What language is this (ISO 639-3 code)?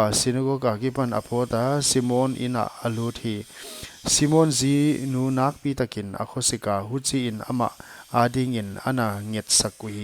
pck